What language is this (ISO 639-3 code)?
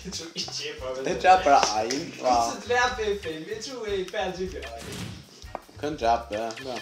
fao